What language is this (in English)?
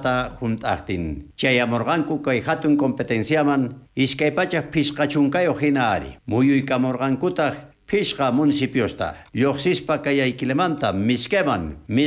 South Bolivian Quechua